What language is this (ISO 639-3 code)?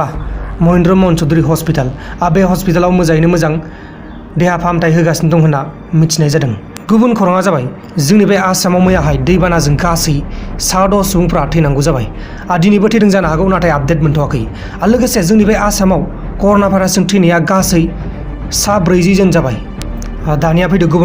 brx